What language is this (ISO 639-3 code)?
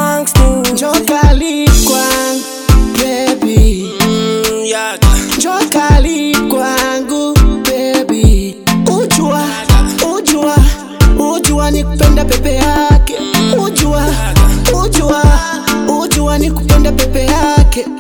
swa